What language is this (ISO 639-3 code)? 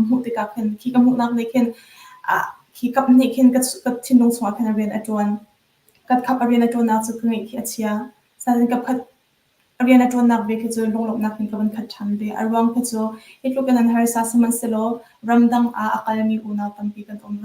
cnh